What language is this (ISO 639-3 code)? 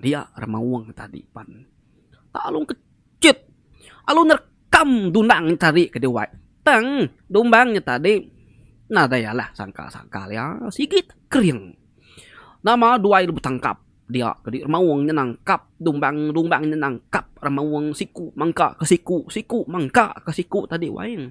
iba